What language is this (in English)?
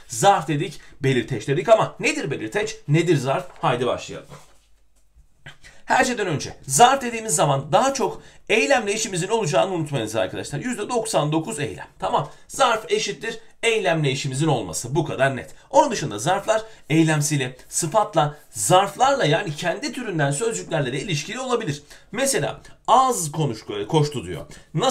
Turkish